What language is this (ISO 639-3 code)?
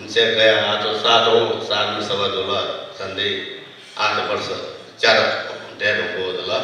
new